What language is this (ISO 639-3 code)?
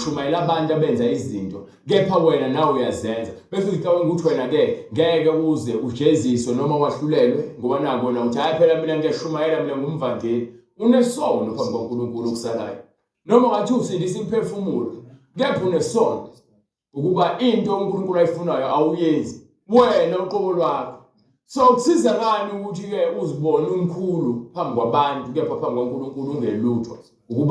zul